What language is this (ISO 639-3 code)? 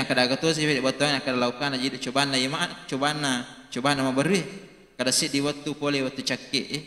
bug